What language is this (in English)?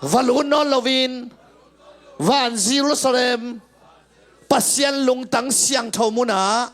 Tedim Chin